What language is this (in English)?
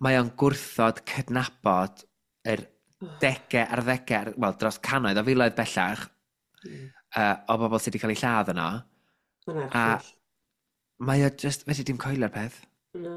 Welsh